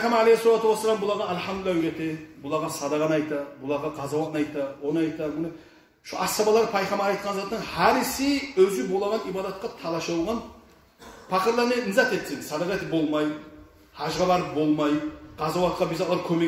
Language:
Kumyk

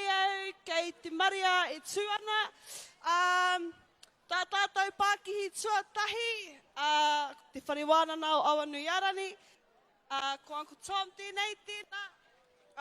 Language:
Māori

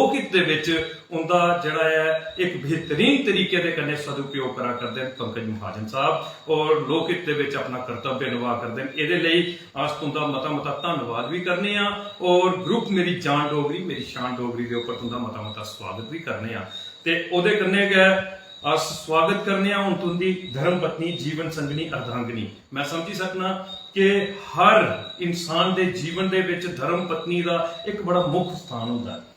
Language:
Dogri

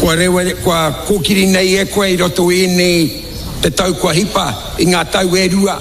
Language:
Māori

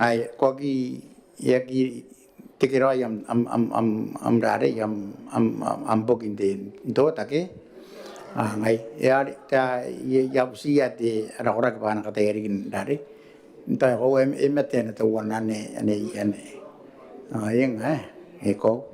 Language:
Gilbertese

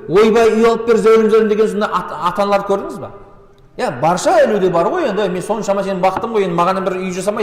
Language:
Kazakh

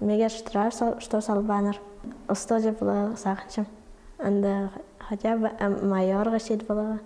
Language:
Khakas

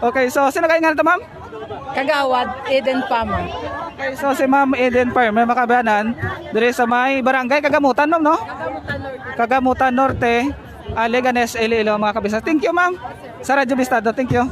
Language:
Hiligaynon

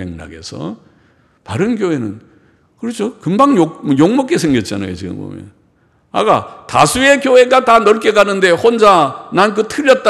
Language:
Korean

